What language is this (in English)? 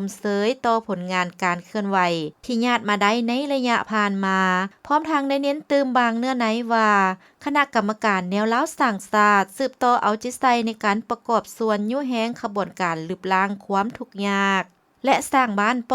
Lao